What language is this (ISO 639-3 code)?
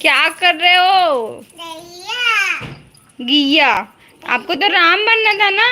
hne